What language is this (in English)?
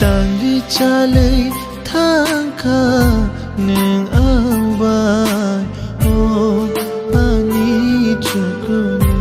Kok Borok